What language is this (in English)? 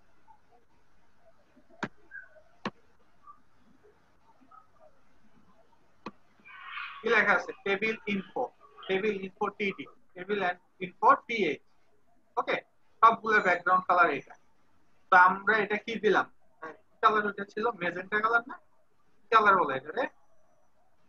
Bangla